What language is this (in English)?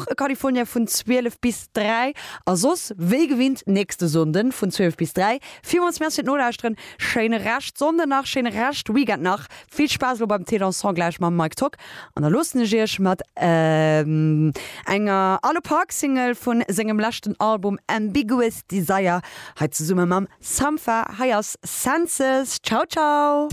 Luxembourgish